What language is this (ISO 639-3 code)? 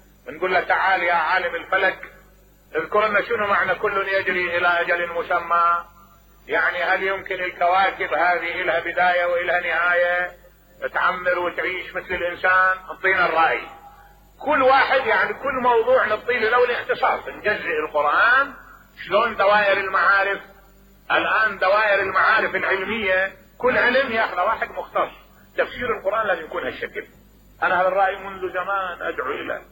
acm